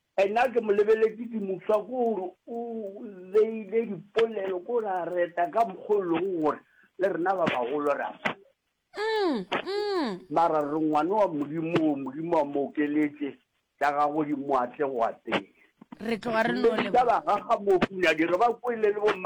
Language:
Northern Sotho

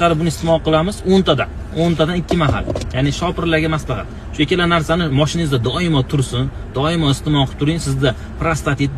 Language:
Uzbek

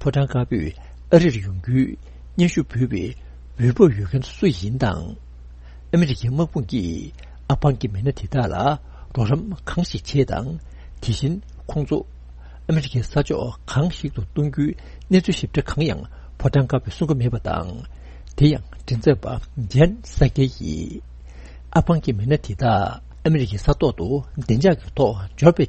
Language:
Tibetan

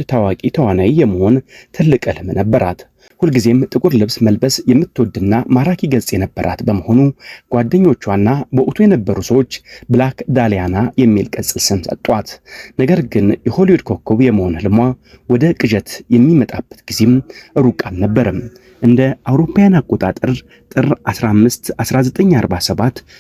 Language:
Amharic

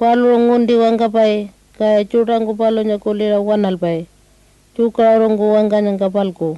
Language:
Pitjantjatjara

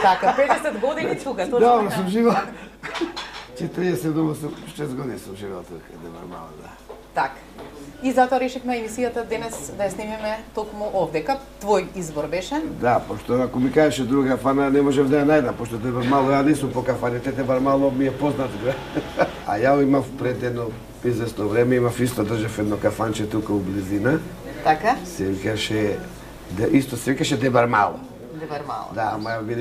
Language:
Macedonian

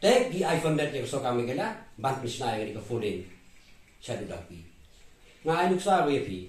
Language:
Khasi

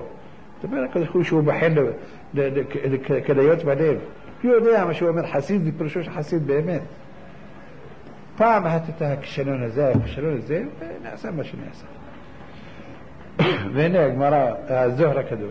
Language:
Hebrew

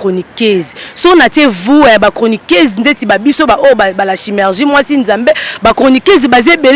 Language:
Lingala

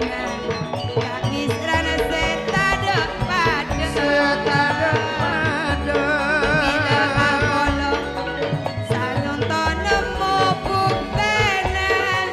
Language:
Madurese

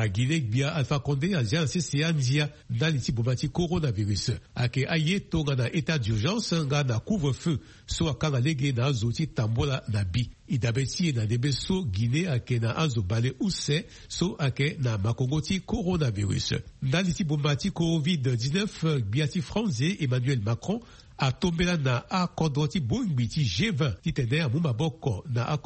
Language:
Sango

